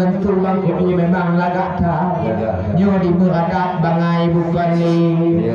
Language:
Achinese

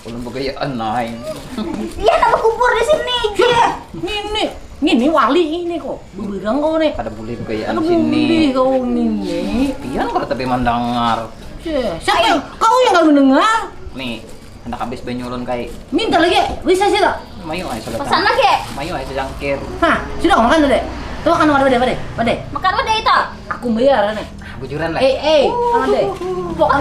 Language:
Banjar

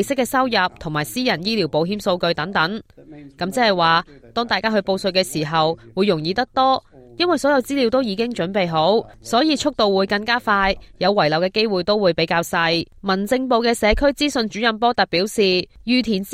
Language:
Cantonese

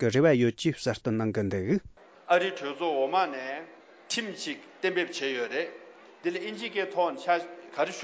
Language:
Tibetan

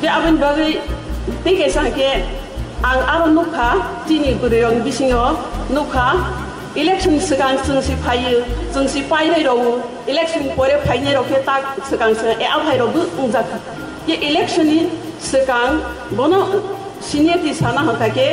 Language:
Riang (India)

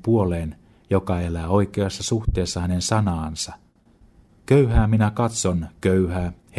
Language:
Finnish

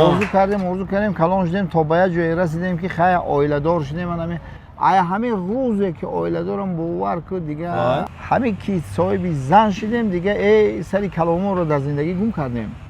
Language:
Tajik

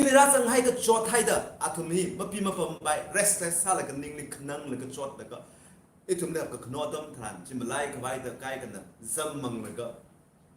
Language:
Tangkhul Naga (India)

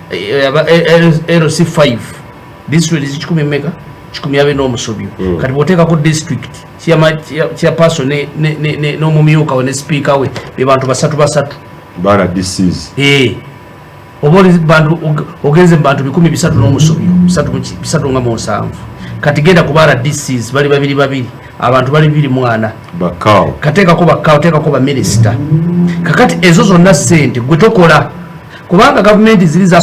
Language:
Ganda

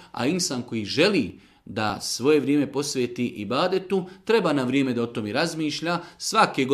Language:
Bosnian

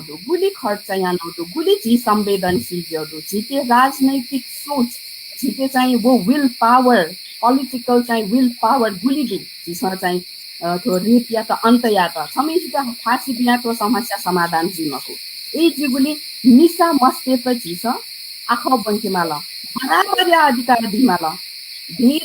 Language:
Newari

